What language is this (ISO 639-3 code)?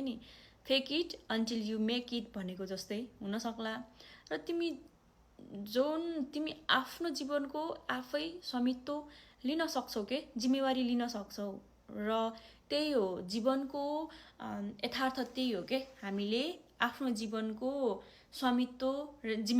nep